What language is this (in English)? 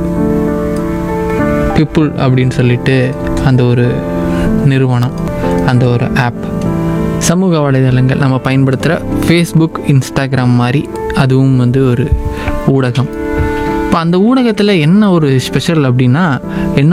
Tamil